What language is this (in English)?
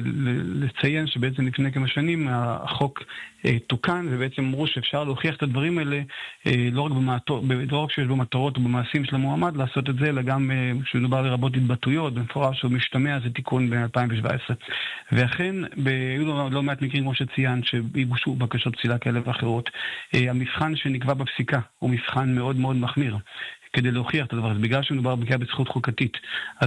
Hebrew